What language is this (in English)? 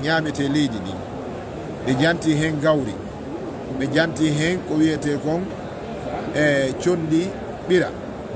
Fula